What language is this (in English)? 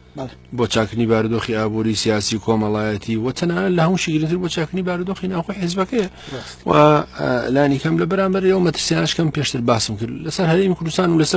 Central Kurdish